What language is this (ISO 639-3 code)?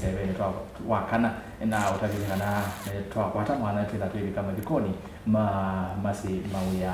kam